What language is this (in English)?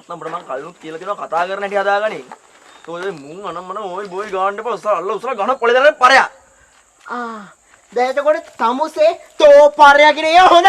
Sinhala